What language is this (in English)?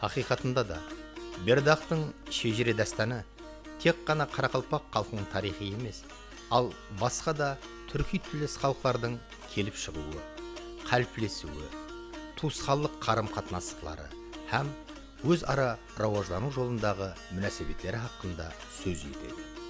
Kara-Kalpak